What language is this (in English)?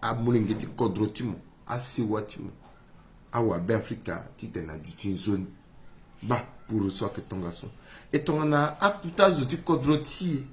Sango